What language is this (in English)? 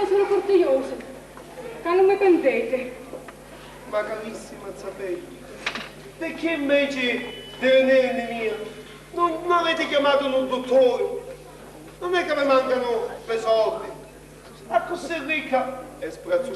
Sicilian